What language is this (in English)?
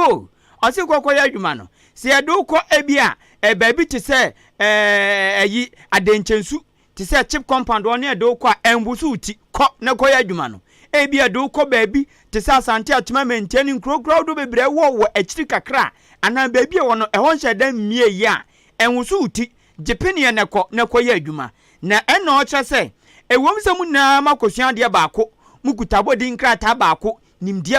Akan